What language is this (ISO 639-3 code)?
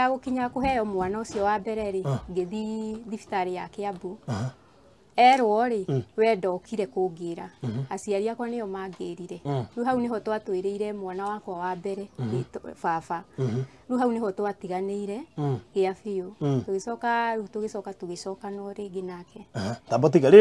kik